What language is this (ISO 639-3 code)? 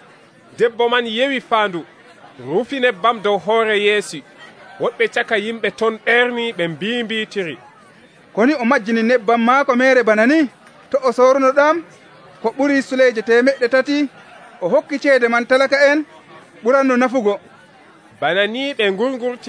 fuv